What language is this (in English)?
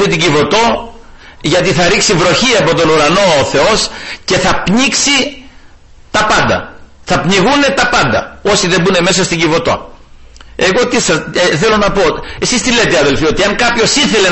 Greek